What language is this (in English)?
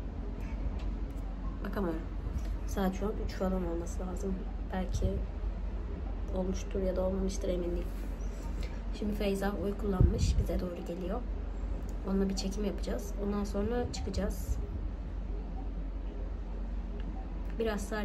Turkish